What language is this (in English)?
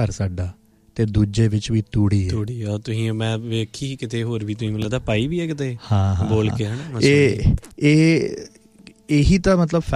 Punjabi